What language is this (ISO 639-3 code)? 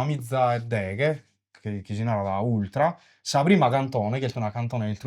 srd